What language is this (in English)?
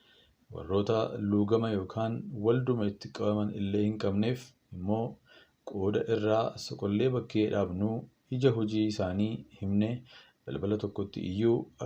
Oromo